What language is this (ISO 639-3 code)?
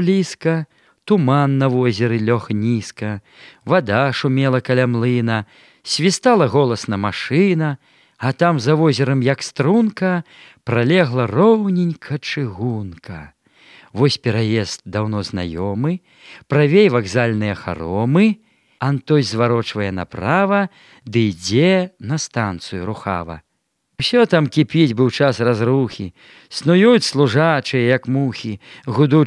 bel